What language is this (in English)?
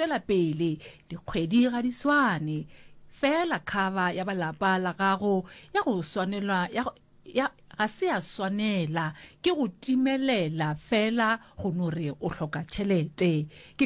Northern Sotho